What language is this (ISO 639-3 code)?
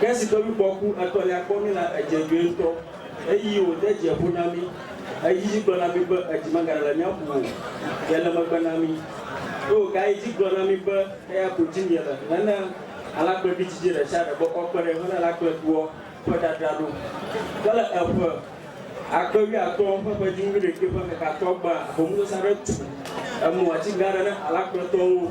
ewe